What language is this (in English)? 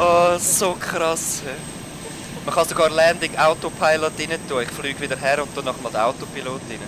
Swiss German